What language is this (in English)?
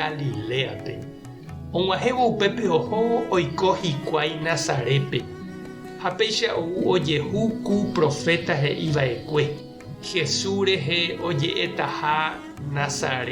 Guarani